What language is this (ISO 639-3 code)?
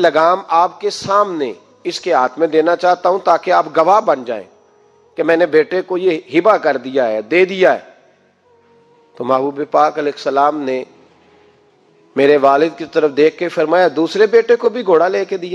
urd